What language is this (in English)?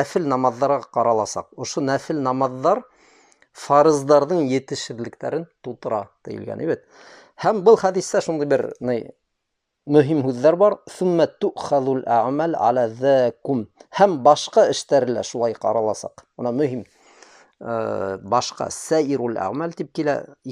Bashkir